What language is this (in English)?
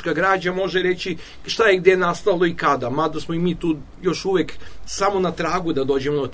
Serbian